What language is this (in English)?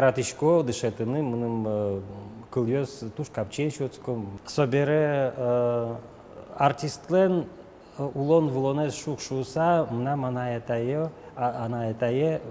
Udmurt